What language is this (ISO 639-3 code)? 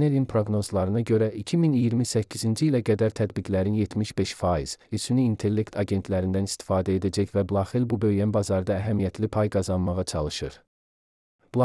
aze